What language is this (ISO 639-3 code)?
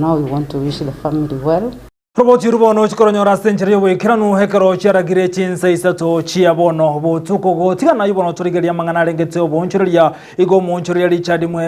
guz